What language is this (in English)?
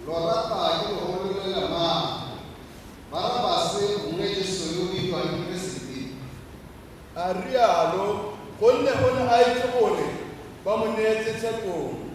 Tswana